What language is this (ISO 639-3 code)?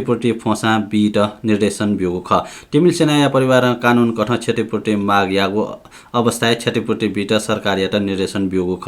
new